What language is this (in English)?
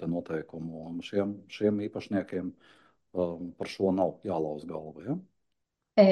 Latvian